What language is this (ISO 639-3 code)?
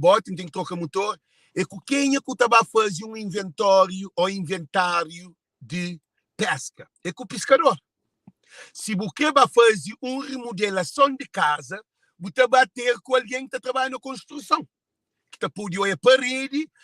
kea